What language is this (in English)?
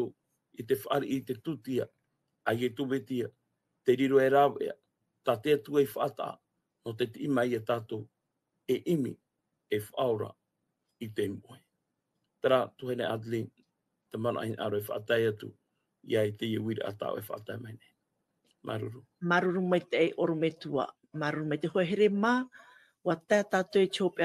Tahitian